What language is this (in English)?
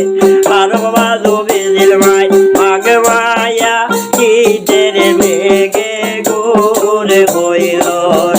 Sylheti